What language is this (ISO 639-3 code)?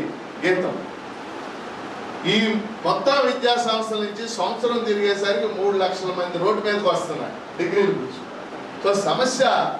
tel